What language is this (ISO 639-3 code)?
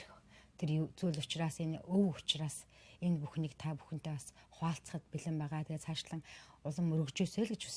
mon